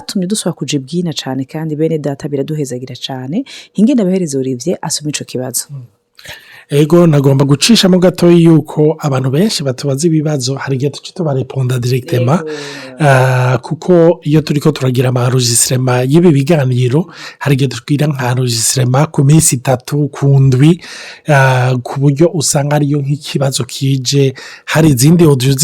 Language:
Rundi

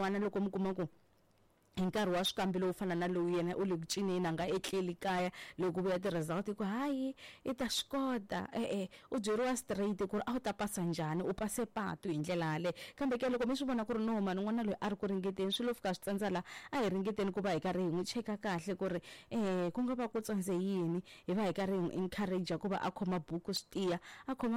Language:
Tsonga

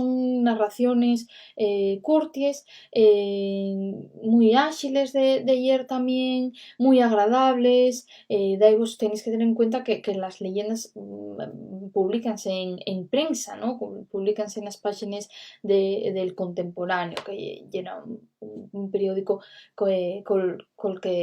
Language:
Asturian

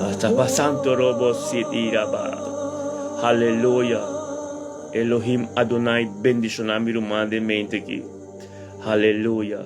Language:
Papiamento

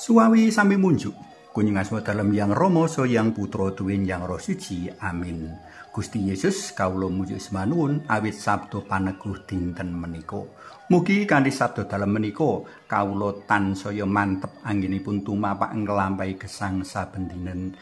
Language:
Javanese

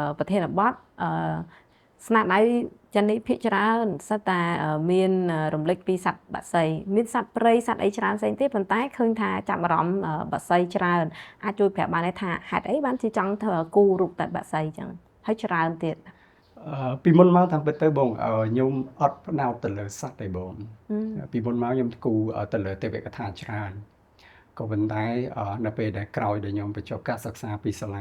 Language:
Khmer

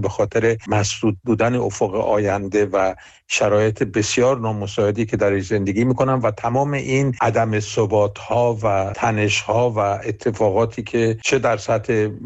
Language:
Persian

